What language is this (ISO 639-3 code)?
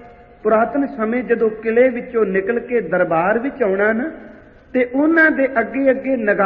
pan